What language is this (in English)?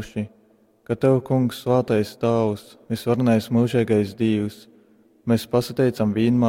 Latgalian